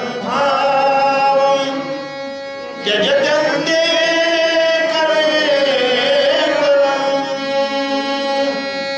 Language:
Marathi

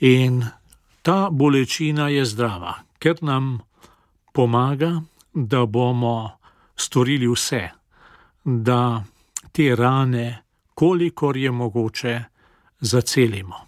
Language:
Slovenian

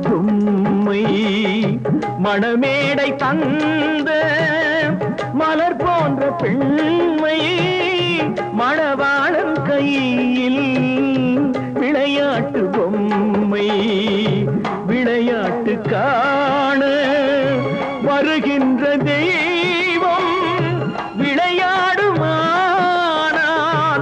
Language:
Tamil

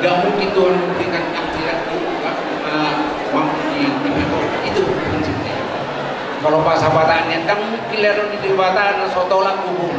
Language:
Batak Toba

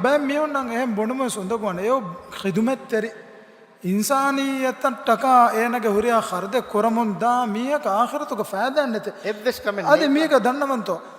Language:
Divehi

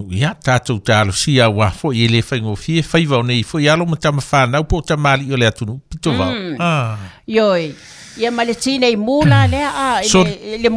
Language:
Samoan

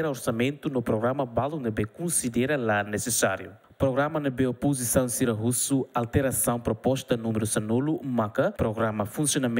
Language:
Tetum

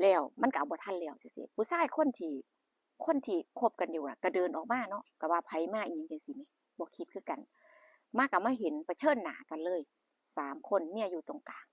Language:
Northeastern Thai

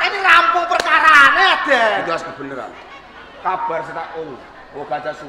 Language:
Javanese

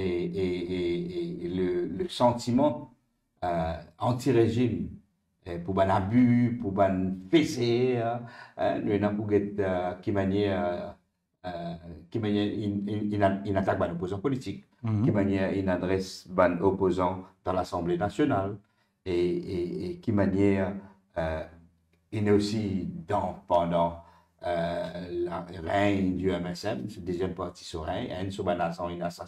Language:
Morisyen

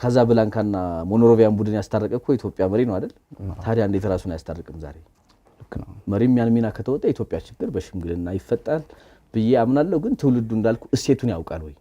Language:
Amharic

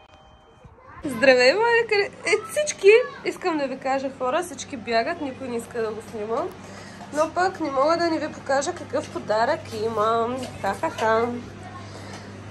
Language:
Bulgarian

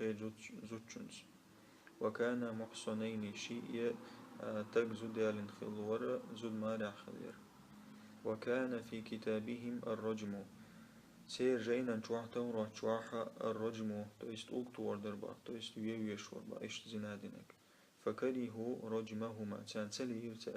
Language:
Chechen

